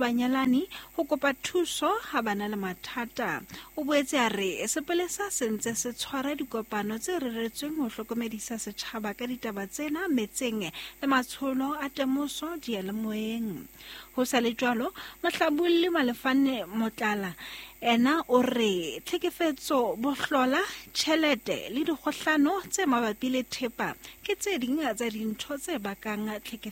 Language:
Southern Sotho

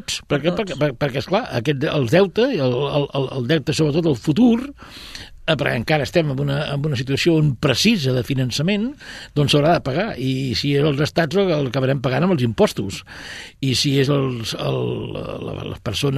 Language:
Catalan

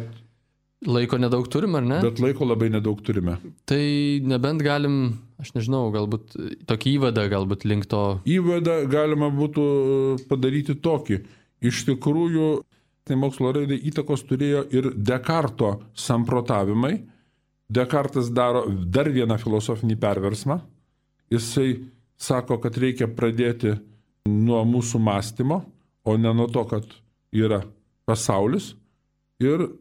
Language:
Lithuanian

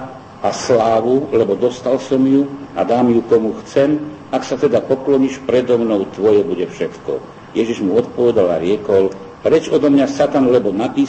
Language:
Slovak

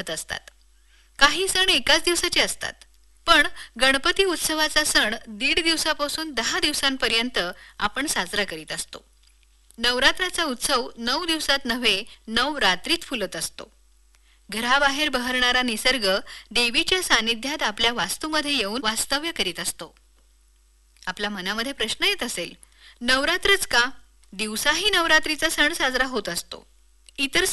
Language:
Marathi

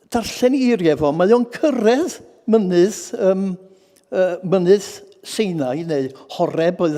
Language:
Welsh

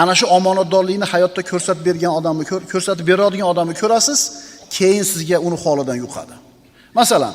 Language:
Uzbek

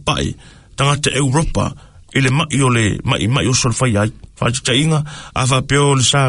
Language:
Samoan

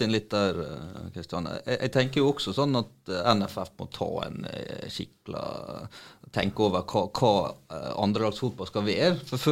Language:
Norwegian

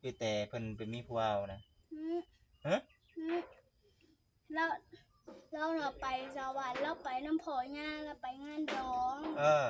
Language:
Northeastern Thai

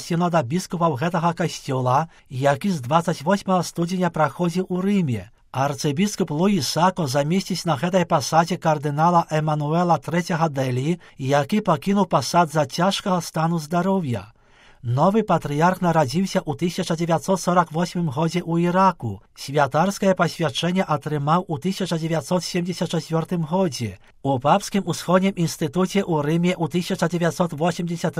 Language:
Belarusian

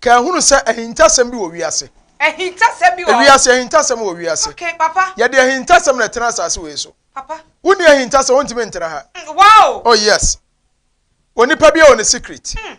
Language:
Akan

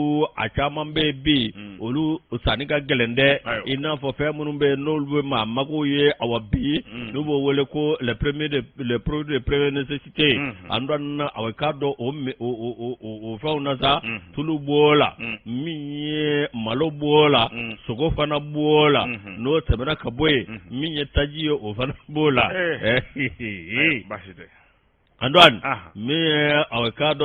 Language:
Bambara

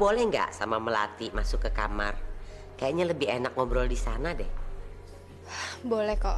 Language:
Indonesian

